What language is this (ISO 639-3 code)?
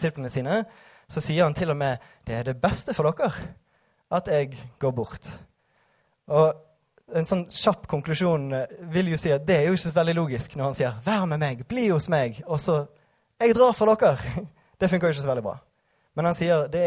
nor